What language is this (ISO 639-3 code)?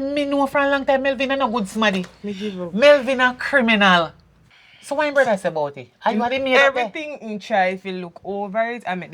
jam